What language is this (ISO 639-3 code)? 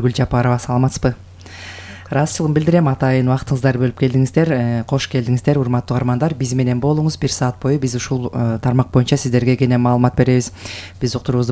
kir